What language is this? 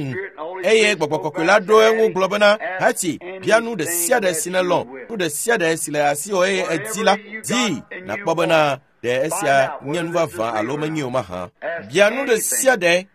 Ewe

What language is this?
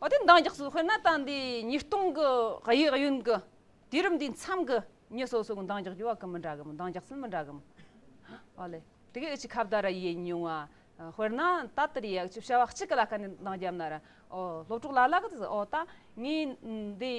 Tibetan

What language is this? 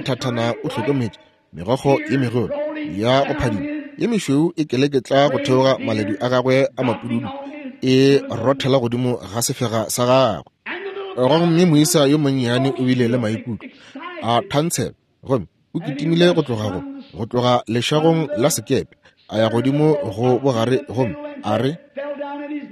Northern Sotho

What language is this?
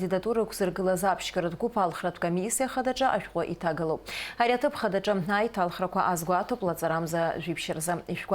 Abkhazian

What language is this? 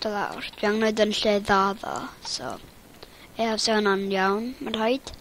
Welsh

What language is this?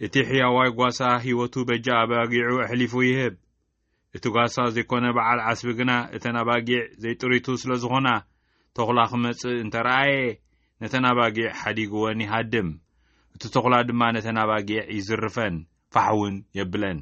Tigrinya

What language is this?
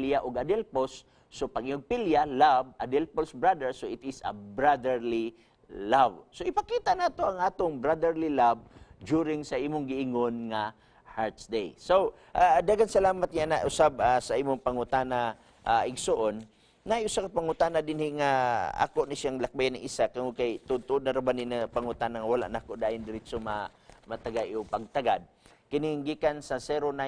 Cebuano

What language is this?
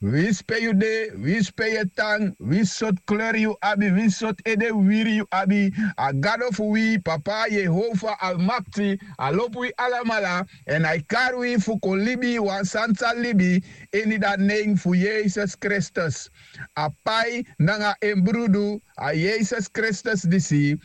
Sranan Tongo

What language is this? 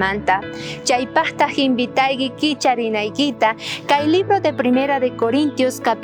South Bolivian Quechua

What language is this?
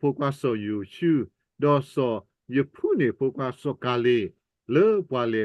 S'gaw Karen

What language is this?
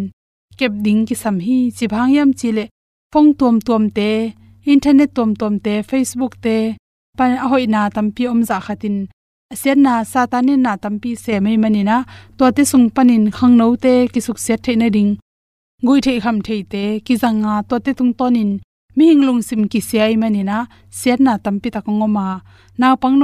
Tedim Chin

